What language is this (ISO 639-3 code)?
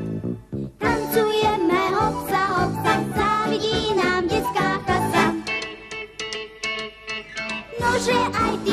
slk